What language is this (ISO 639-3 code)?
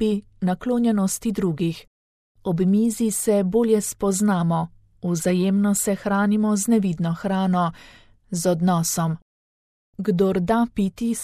slv